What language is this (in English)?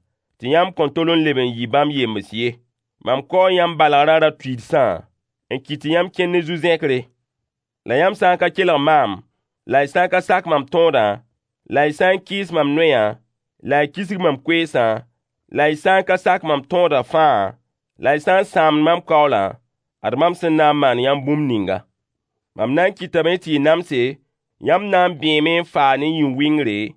Mossi